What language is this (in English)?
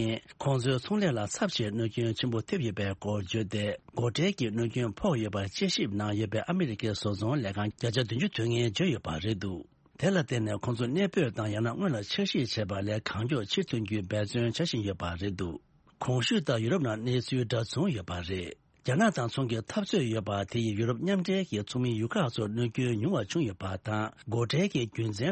Tibetan